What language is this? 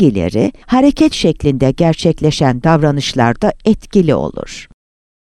Turkish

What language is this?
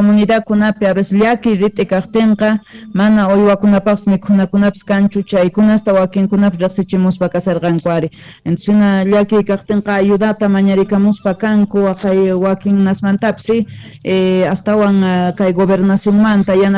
South Bolivian Quechua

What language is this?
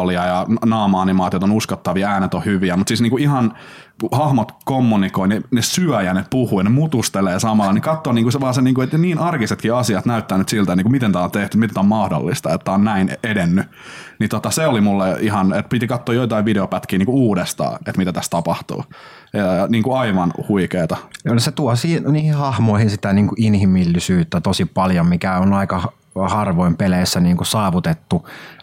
Finnish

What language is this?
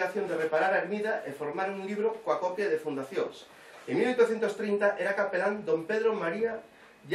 Galician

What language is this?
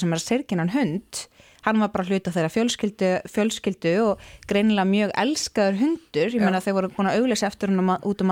Icelandic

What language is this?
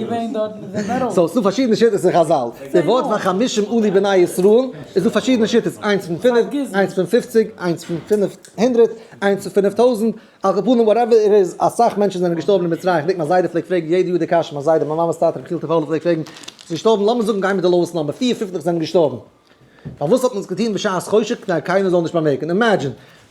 Yiddish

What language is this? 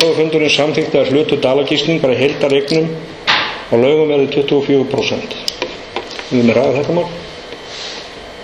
Icelandic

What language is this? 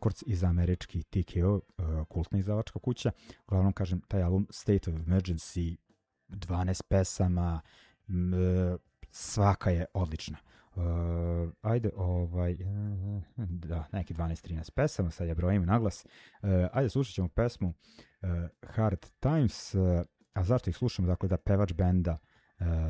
Serbian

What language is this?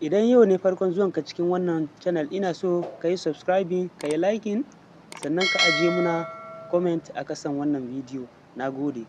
Hausa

